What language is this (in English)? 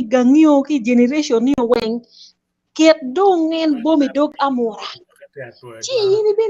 Acoli